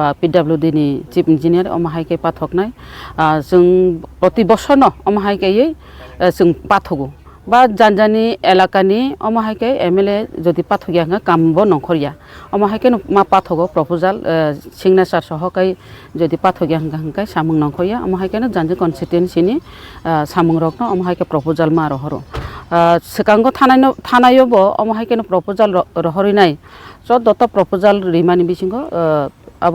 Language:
Kok Borok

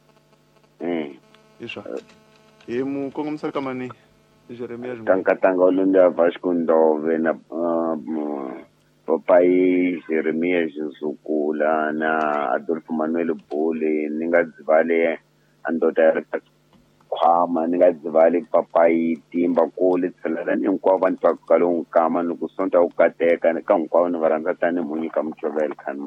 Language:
Tsonga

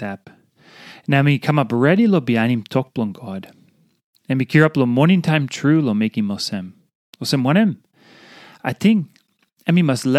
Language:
Tok Pisin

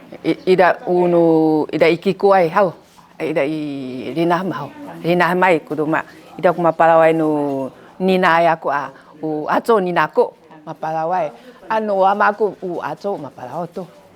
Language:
Sakizaya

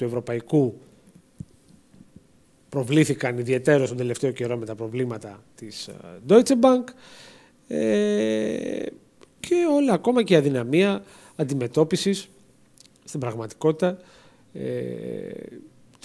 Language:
Greek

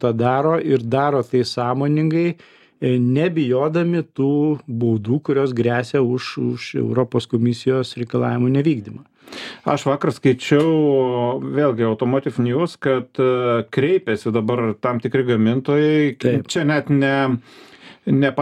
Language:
Lithuanian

